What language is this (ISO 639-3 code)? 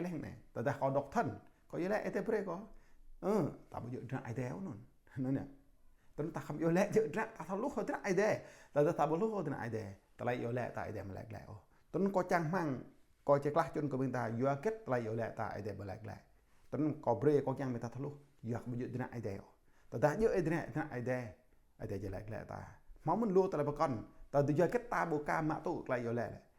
jra